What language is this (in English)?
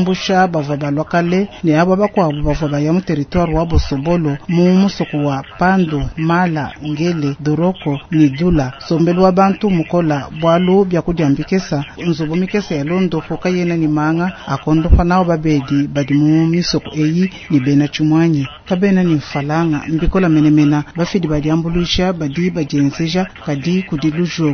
Luba-Lulua